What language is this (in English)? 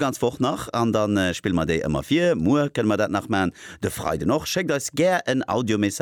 Luxembourgish